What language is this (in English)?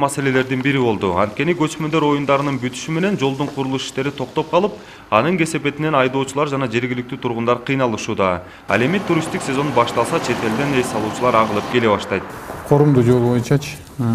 Kyrgyz